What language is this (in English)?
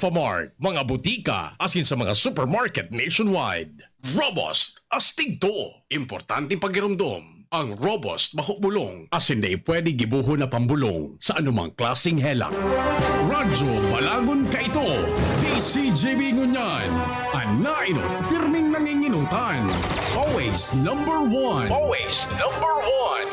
Bikol